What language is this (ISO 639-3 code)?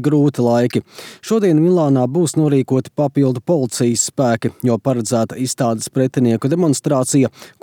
lav